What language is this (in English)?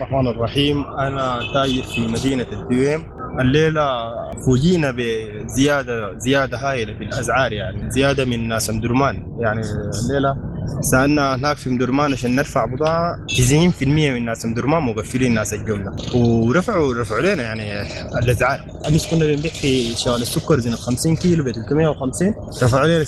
Sudanese Arabic